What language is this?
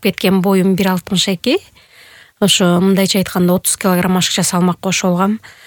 Kyrgyz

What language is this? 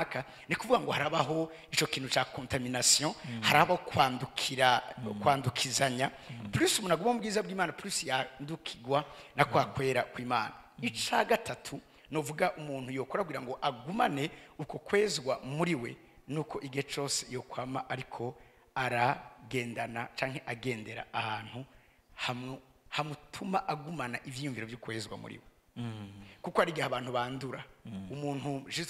Rundi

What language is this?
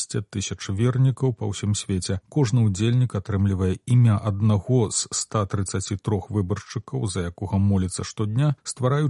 Belarusian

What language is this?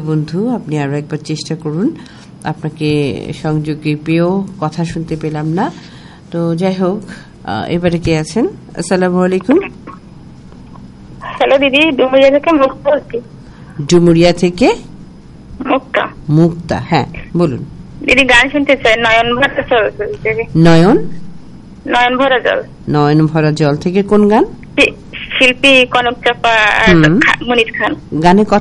Bangla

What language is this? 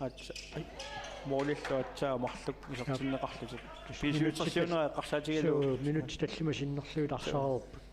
Kalaallisut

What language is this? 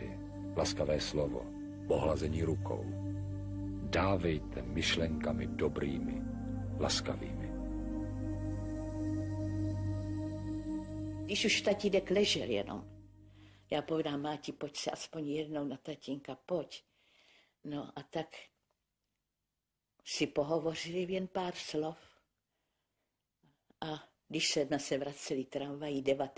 Czech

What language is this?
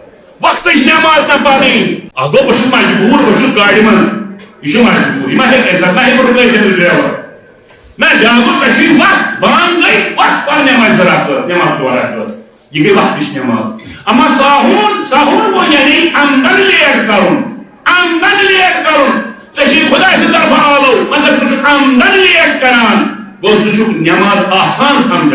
Kashmiri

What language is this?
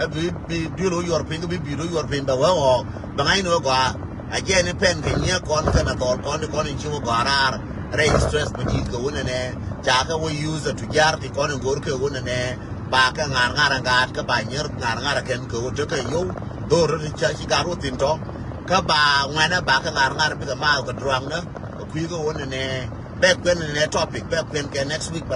Nuer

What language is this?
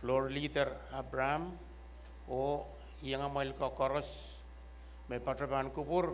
Pohnpeian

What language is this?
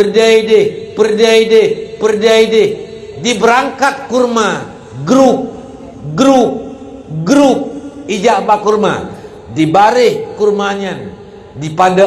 Achinese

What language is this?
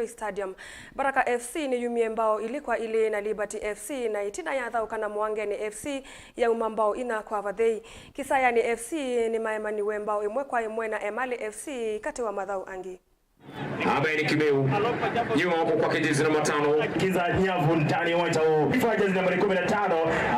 Kamba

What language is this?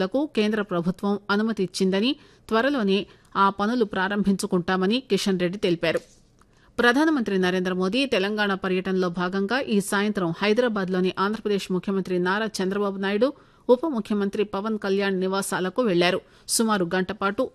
Telugu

